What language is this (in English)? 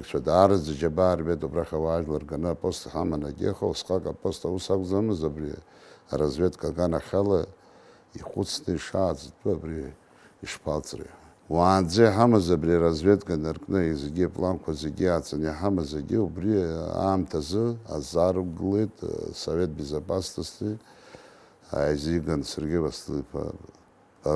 Abkhazian